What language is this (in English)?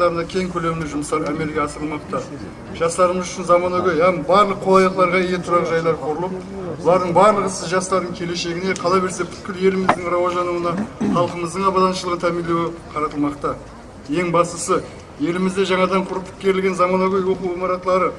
Kara-Kalpak